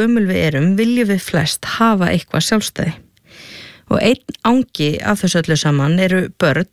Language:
Icelandic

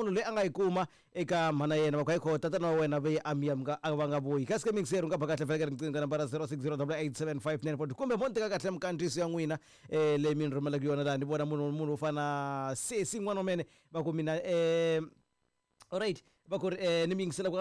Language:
Tsonga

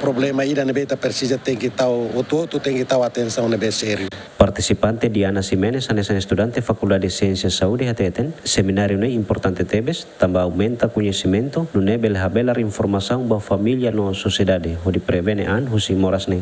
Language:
Tetum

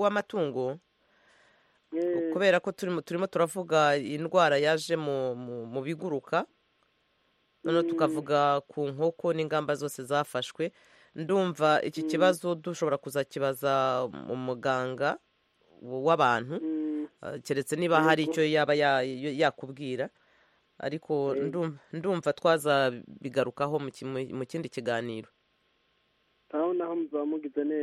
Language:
Kinyarwanda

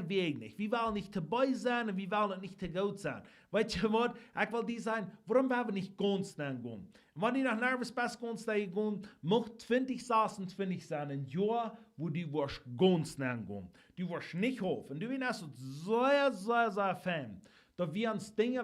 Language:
Plautdietsch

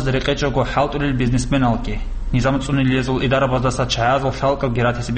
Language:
Avaric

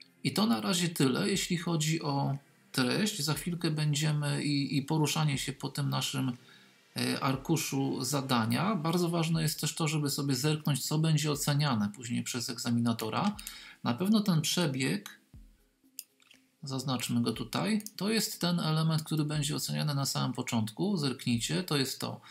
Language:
Polish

